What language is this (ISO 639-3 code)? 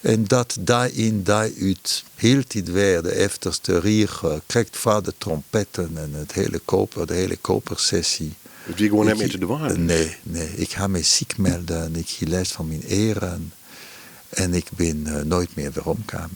fry